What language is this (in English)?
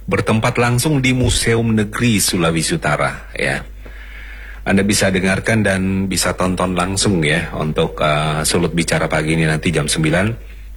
Indonesian